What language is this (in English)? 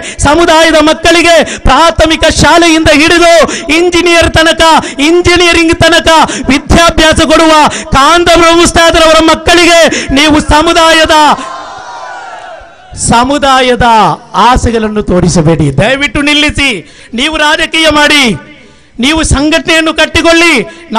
Kannada